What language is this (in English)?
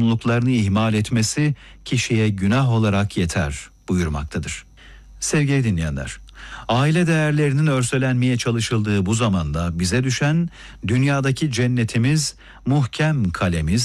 Turkish